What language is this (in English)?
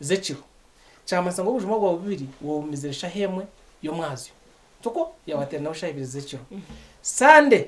Nyankole